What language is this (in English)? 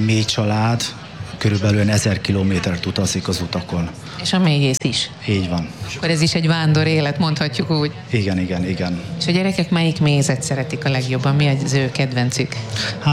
Hungarian